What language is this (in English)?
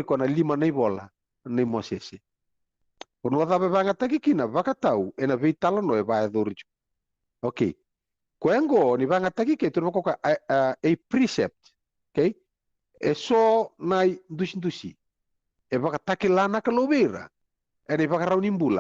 Fijian